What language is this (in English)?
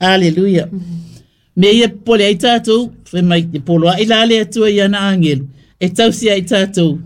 Samoan